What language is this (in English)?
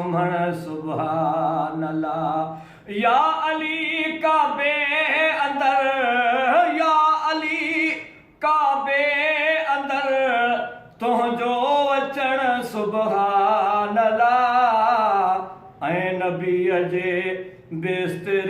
Sindhi